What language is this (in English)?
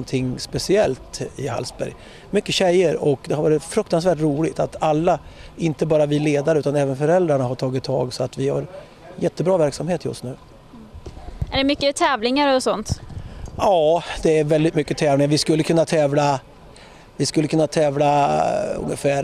Swedish